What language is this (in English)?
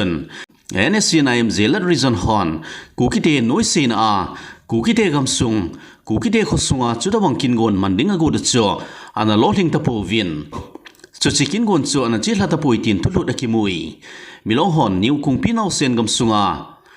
Thado Chin